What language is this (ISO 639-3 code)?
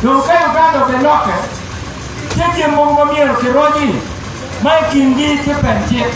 ach